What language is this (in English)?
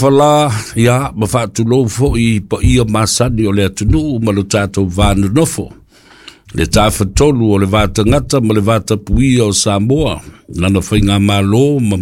Samoan